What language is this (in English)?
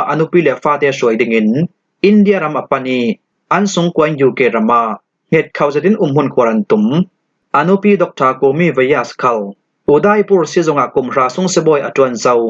Falam Chin